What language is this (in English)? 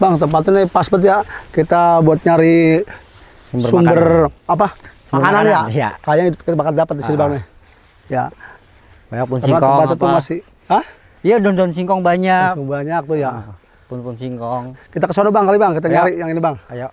Betawi